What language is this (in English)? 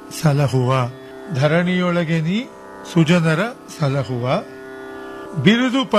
Kannada